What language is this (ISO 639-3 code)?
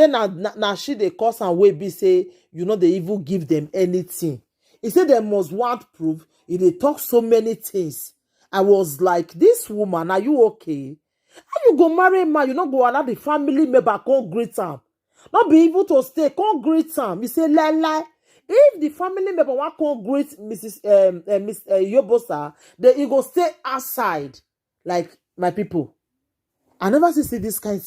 pcm